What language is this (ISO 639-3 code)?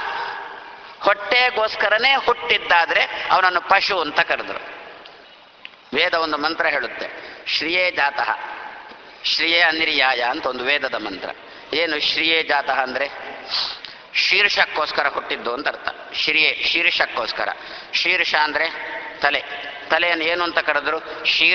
kan